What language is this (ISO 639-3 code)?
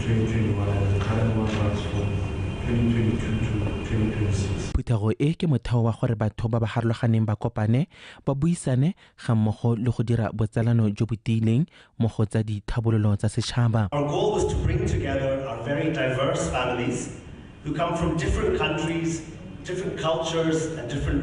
tsn